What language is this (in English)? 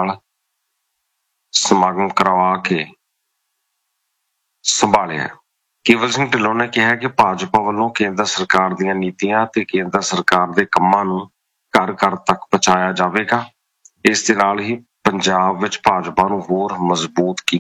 Punjabi